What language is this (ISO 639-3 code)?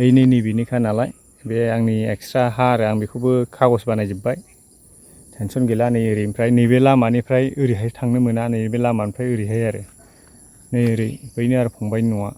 brx